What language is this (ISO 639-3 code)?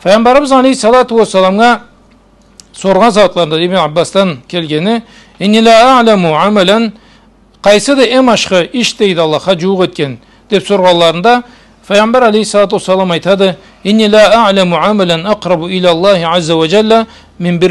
krc